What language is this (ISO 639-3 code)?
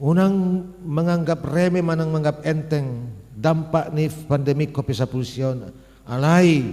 bbc